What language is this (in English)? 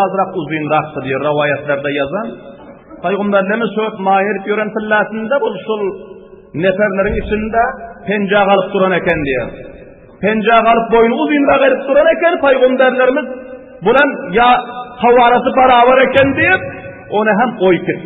Turkmen